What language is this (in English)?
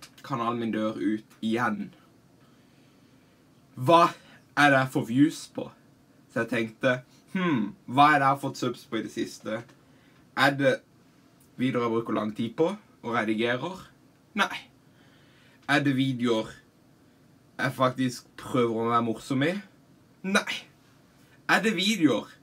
Norwegian